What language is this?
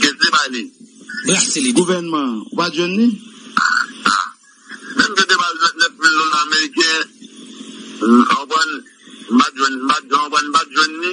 Haitian Creole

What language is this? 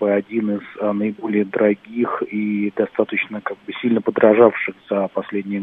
Russian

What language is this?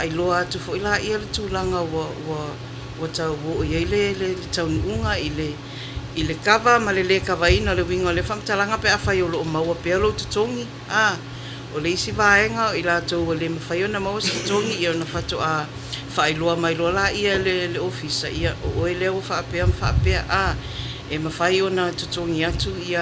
Samoan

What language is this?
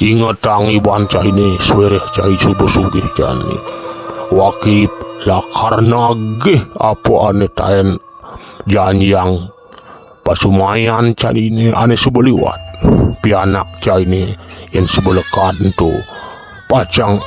Balinese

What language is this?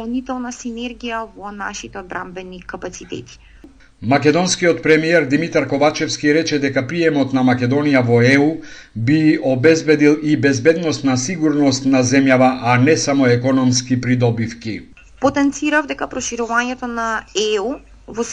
Macedonian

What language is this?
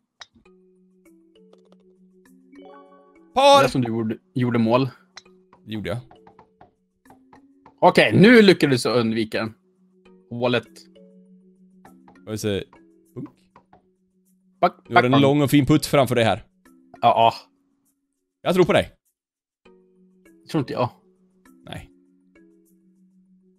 Swedish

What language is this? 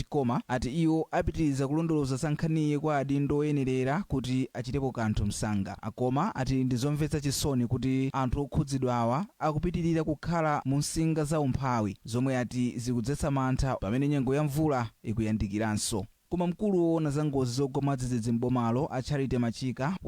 Nyanja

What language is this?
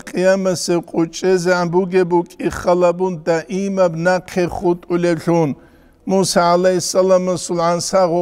Avaric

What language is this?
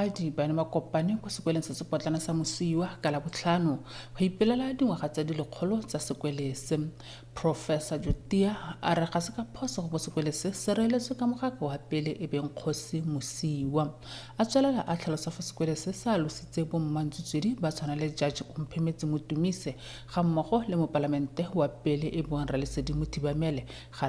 Tswana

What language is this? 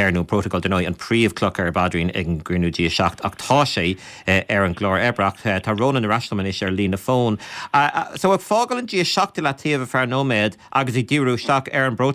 Irish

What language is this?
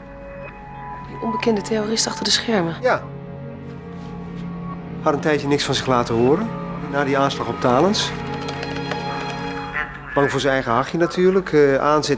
Dutch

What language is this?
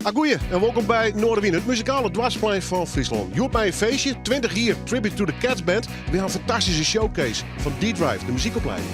Western Frisian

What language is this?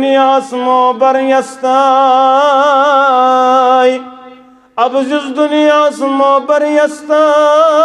Kashmiri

